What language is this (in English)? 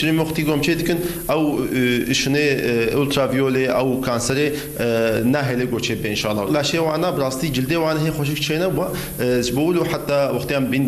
Kurdish